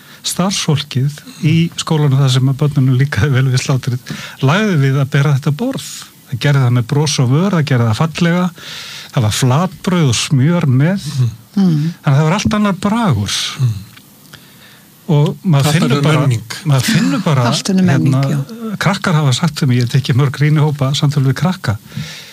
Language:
Icelandic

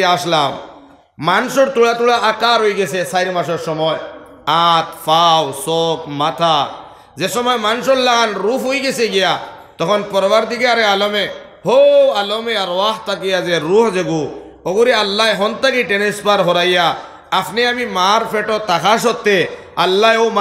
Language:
Sylheti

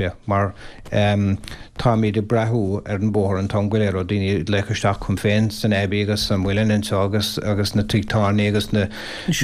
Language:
Irish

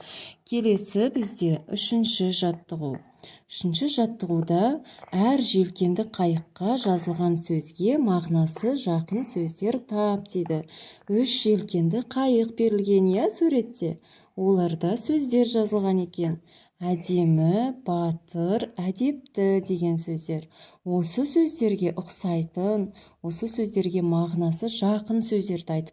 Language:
Kazakh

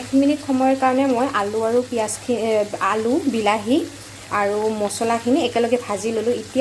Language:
Assamese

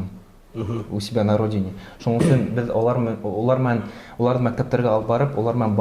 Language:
Bashkir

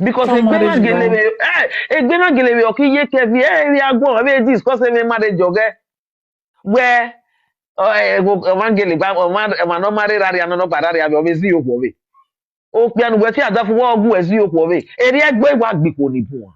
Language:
Nigerian Pidgin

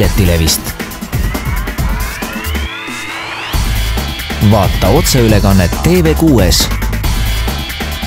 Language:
Estonian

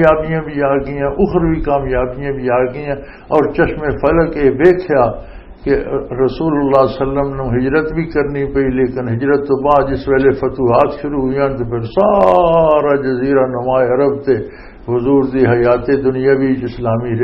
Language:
Western Panjabi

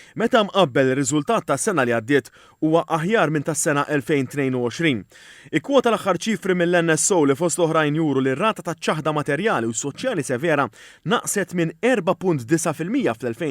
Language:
Maltese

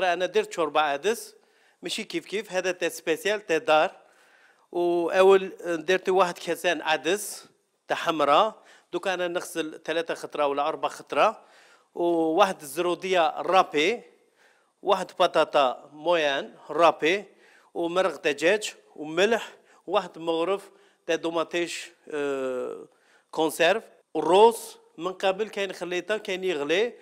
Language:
Algerian Arabic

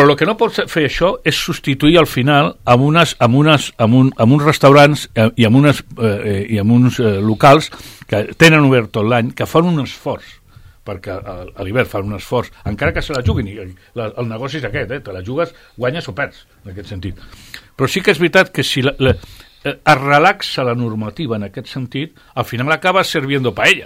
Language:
Catalan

